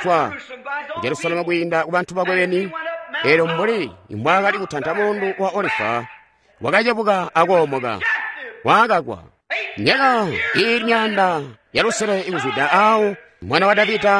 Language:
Tonga (Zambia)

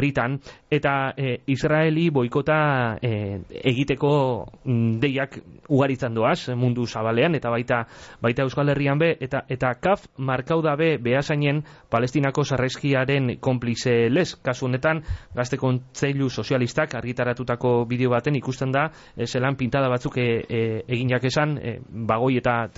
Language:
Basque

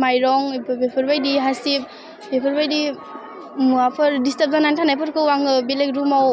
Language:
Bodo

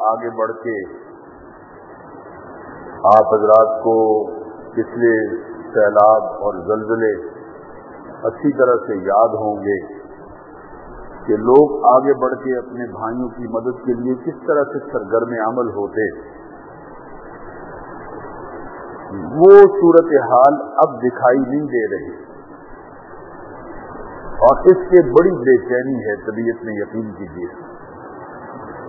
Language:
Urdu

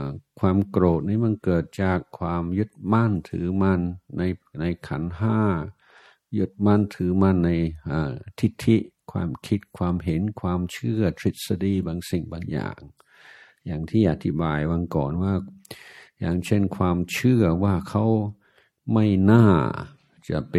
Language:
Thai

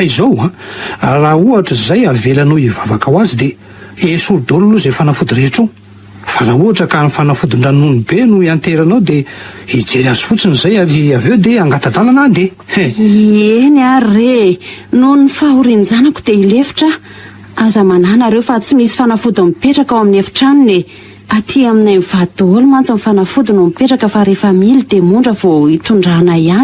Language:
Malagasy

